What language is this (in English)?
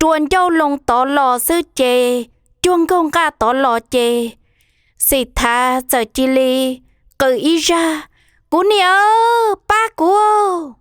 Hmong